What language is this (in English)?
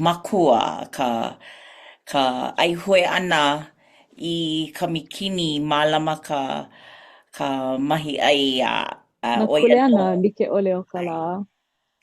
Hawaiian